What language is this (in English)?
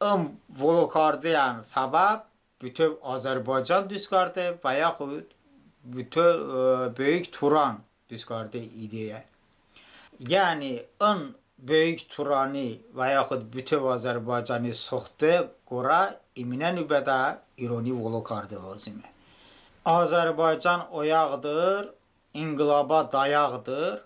Talysh